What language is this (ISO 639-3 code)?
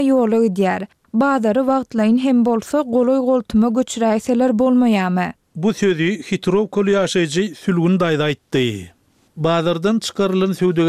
tuk